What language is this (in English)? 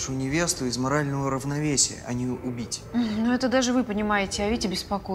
Russian